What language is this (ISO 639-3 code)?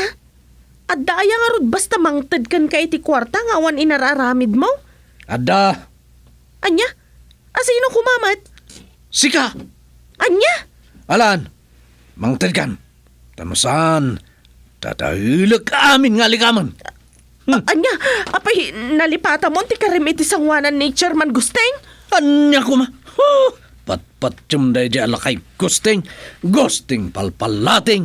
ilo